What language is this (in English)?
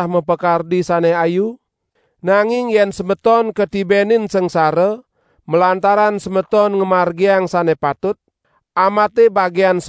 Balinese